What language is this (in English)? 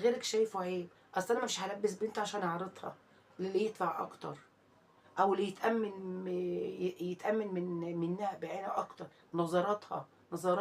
Egyptian Arabic